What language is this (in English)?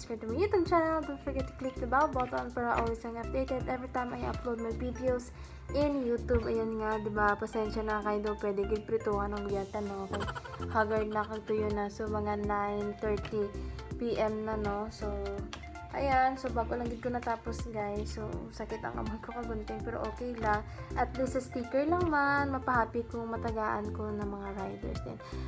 Hiligaynon